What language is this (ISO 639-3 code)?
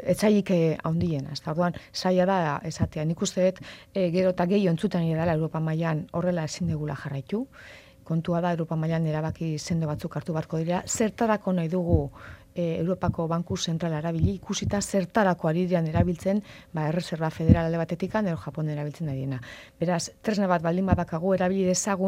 eus